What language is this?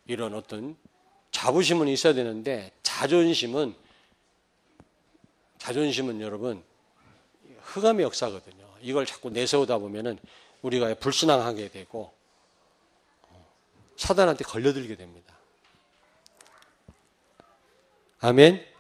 Korean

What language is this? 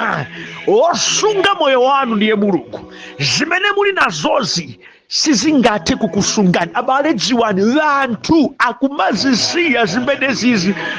Nyanja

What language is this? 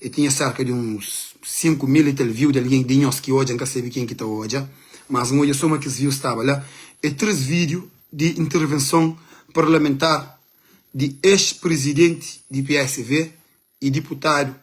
Kabuverdianu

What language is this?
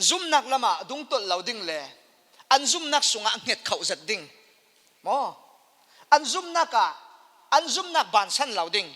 Falam Chin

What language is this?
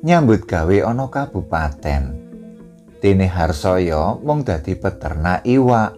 Javanese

